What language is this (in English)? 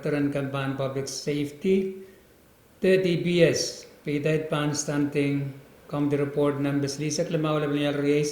Pohnpeian